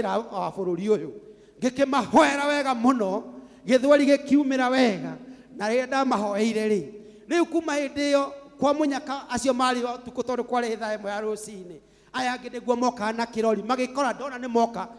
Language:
Kikuyu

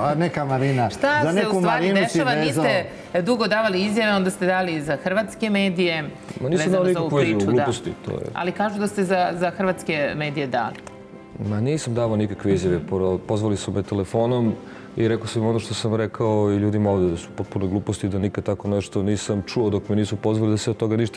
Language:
Serbian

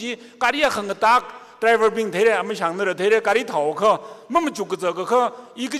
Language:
Tangkhul Naga (India)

